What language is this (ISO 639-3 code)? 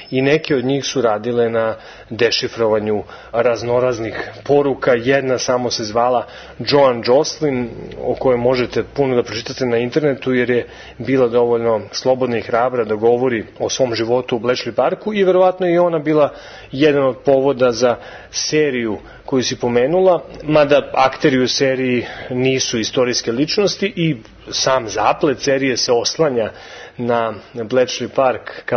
srp